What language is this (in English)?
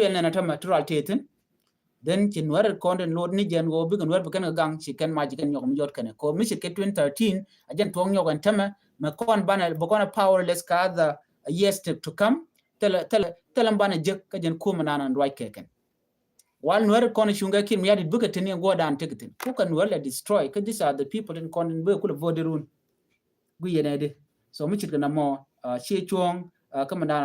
Nuer